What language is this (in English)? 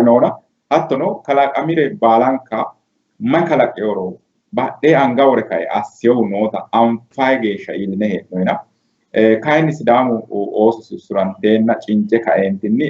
Sidamo